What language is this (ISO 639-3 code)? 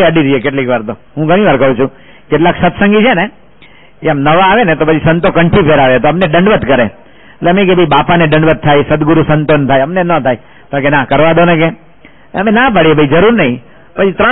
guj